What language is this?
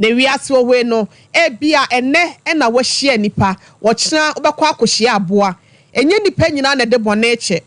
Akan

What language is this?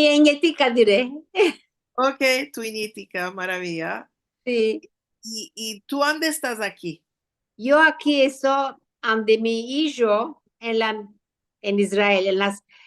Ladino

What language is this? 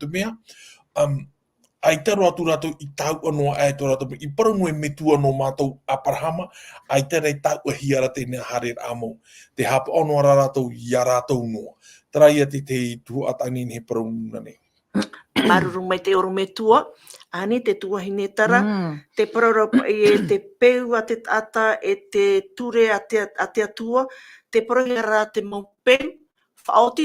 Tahitian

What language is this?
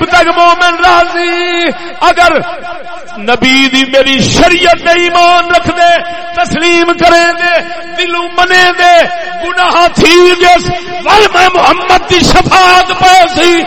Saraiki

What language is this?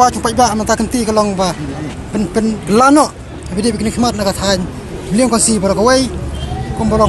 Khasi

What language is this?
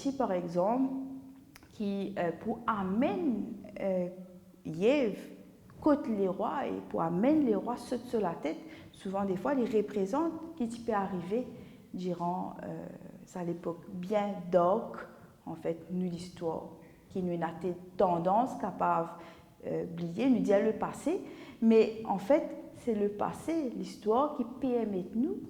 Morisyen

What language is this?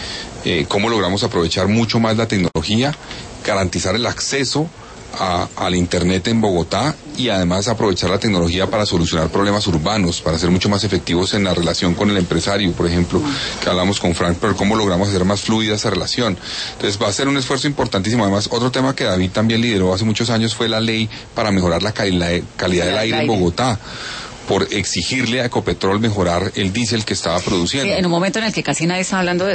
Spanish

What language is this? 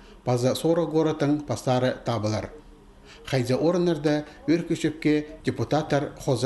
Khakas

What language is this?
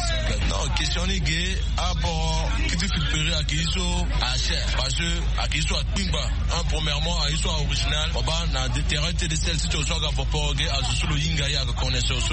Sango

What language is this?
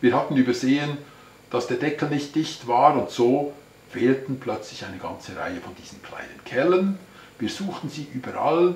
Swiss German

